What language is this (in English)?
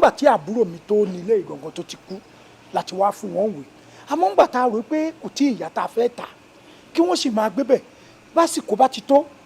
Yoruba